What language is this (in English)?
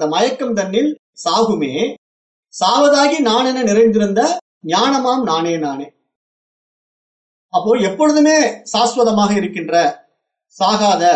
Tamil